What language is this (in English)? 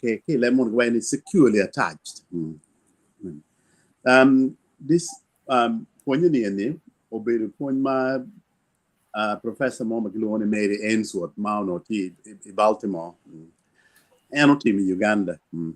Acoli